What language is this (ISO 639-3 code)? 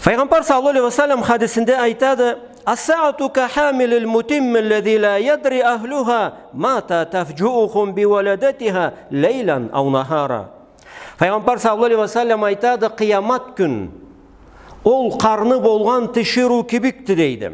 krc